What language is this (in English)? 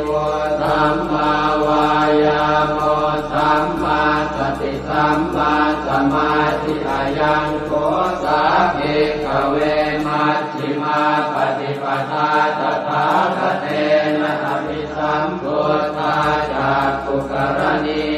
Pali